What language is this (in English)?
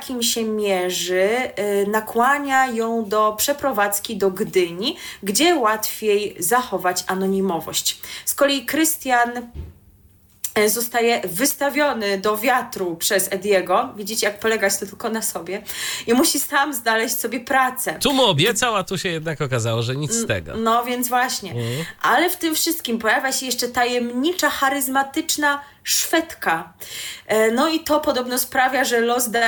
Polish